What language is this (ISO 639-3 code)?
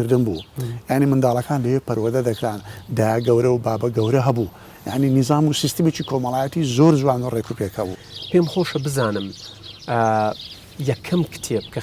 ckb